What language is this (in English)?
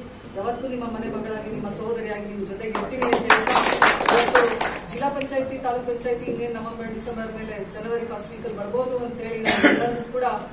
Kannada